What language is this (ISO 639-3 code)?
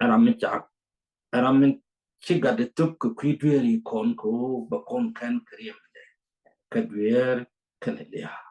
nus